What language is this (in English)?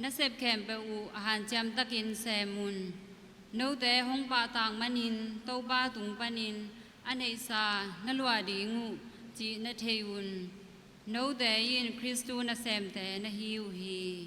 Tedim Chin